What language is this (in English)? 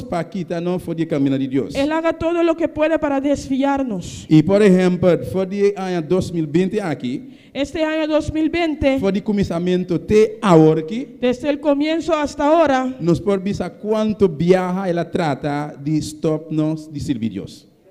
Papiamento